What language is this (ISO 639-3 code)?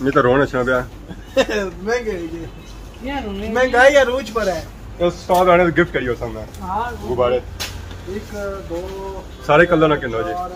phr